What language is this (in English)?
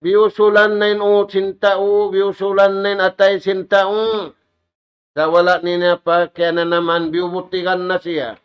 Tausug